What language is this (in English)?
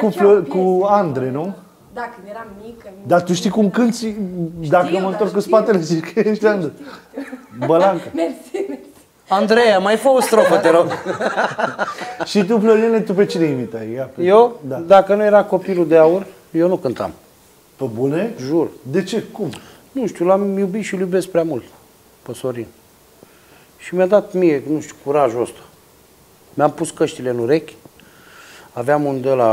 Romanian